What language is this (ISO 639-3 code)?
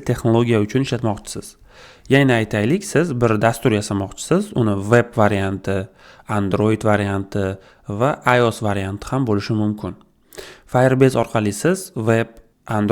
uzb